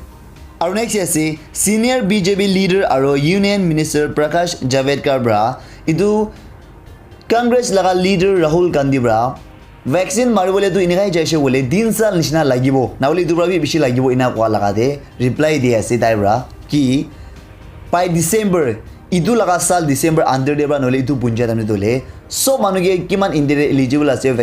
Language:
Naga Pidgin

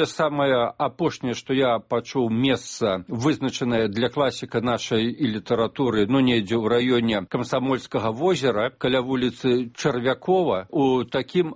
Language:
Belarusian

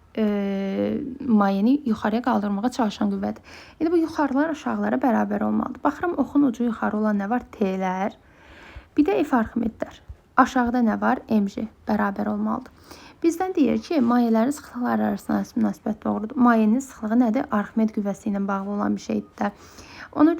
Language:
Azerbaijani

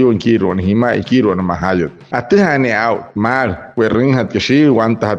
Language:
Wayuu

